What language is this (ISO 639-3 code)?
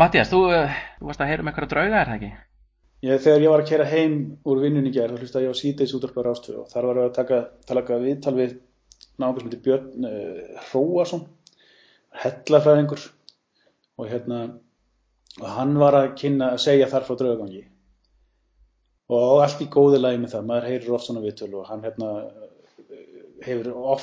isl